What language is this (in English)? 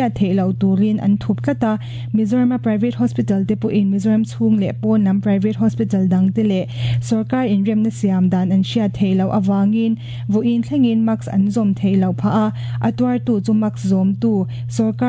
Mizo